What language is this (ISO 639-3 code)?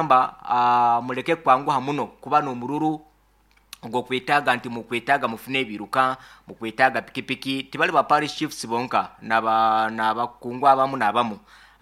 nyn